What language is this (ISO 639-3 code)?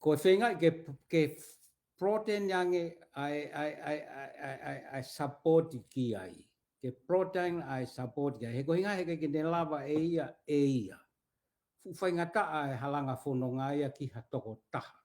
ton